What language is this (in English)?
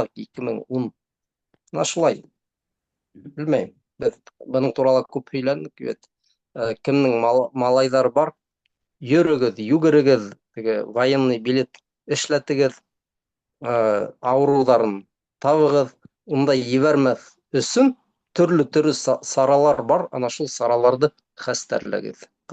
Bashkir